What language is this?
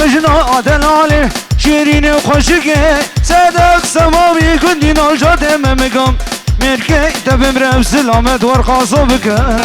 Kurdish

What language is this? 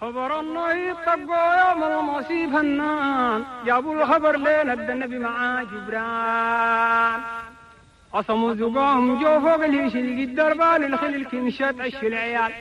Chadian Arabic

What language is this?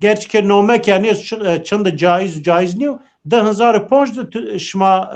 Zaza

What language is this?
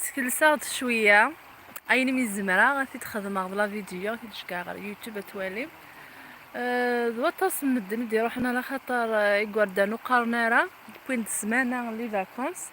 Kabyle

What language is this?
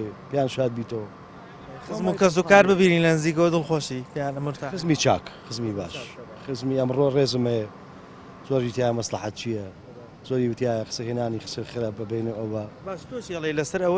Central Kurdish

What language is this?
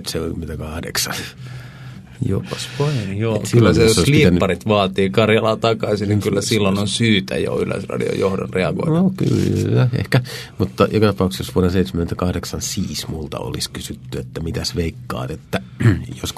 Finnish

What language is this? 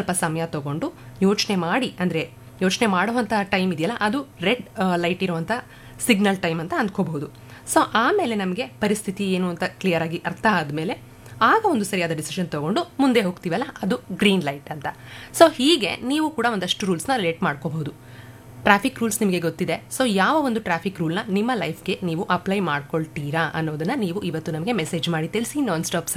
Kannada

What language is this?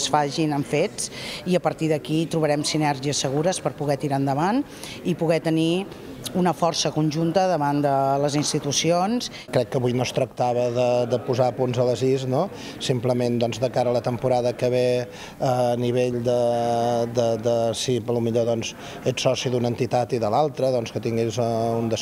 Catalan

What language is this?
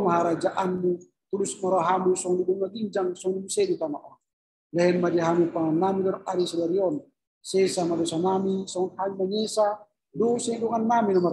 Indonesian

